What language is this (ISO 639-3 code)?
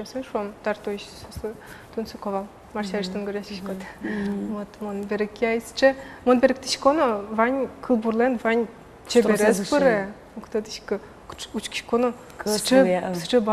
udm